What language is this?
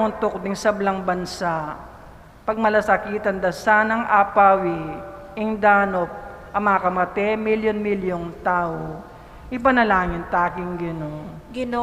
Pampanga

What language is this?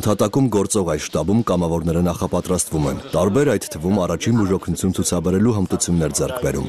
Armenian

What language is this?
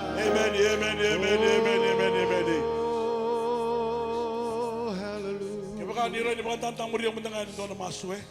Fijian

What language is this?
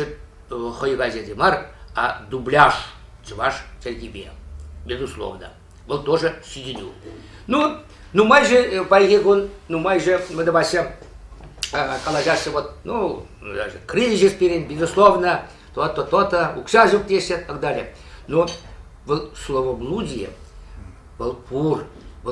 Chuvash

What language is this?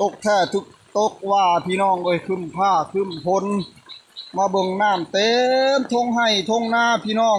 Northeastern Thai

